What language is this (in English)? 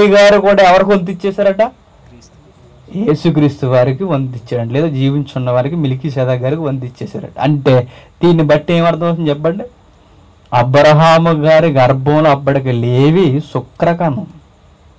Telugu